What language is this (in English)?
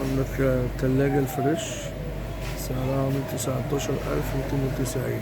Egyptian Arabic